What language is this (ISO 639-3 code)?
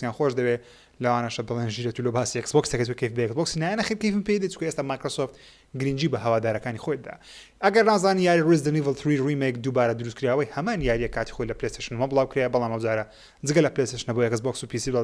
ckb